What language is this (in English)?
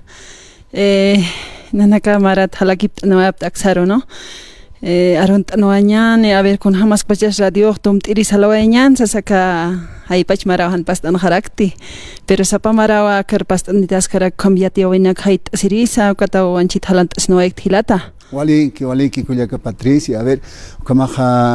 Aymara